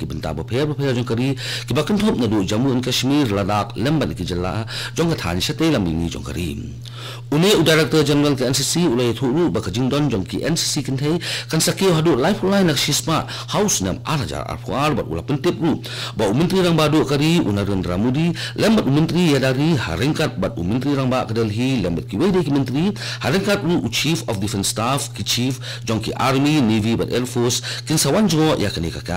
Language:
Khasi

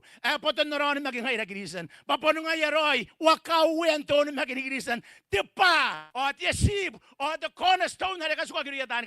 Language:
Gilbertese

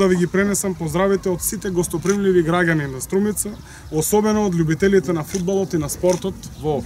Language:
Macedonian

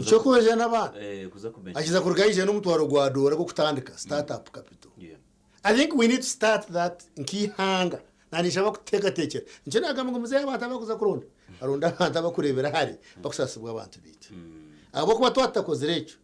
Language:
Nyankole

